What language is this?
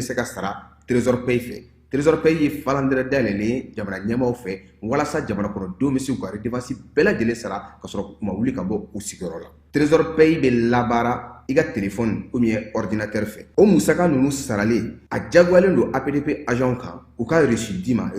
Bambara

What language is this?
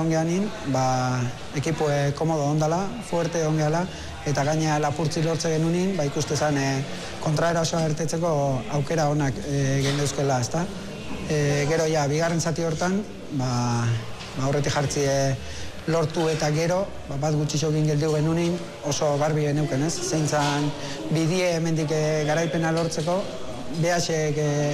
Basque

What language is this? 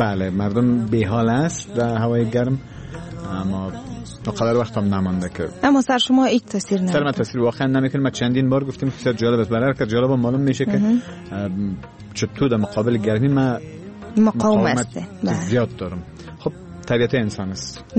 Persian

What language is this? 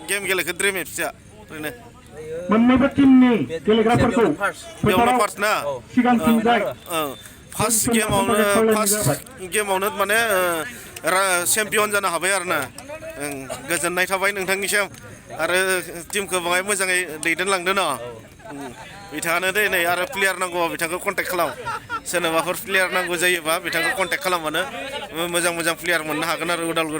Bodo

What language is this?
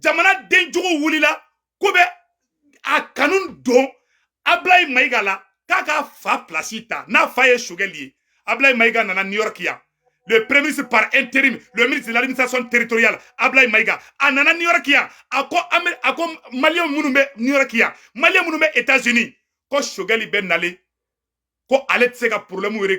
Bambara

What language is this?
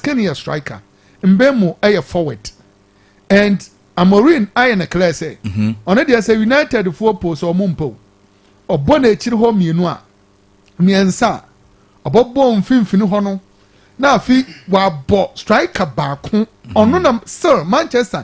Akan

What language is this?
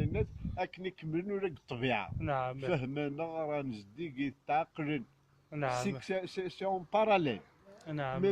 Kabyle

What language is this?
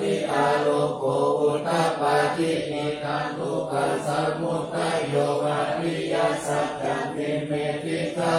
Pali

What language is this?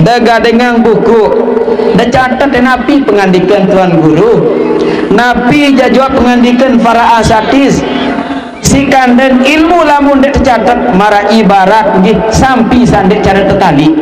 Sasak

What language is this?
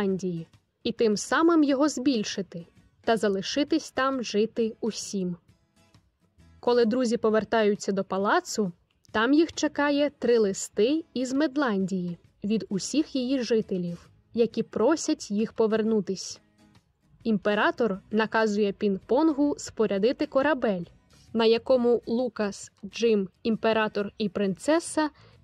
Ukrainian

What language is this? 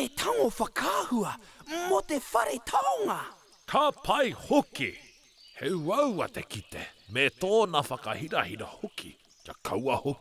Māori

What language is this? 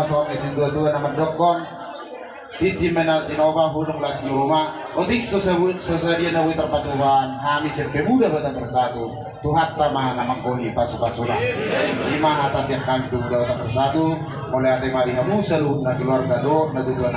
Batak Toba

